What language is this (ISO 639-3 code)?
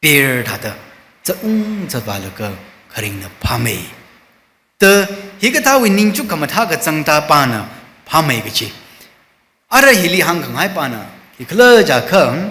nmf